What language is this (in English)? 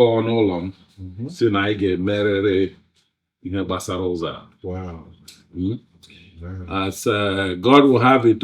Igbo